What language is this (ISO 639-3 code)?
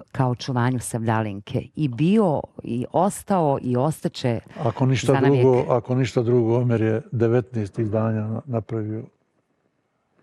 bos